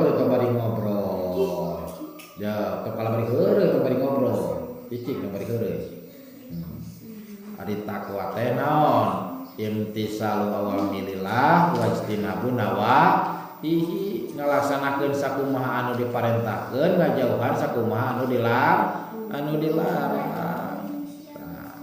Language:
Sundanese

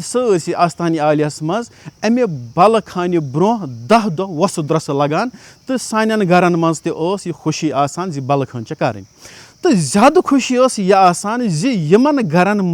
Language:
Kashmiri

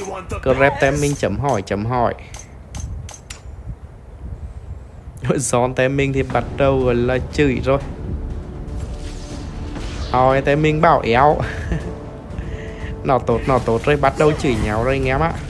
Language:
Vietnamese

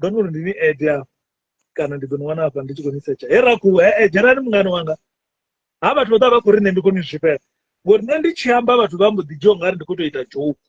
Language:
Venda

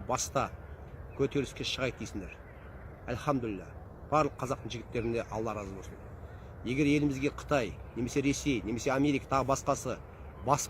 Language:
Kazakh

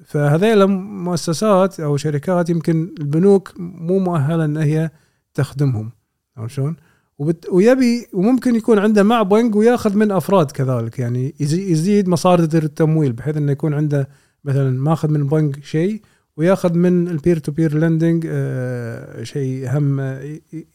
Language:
Gulf Arabic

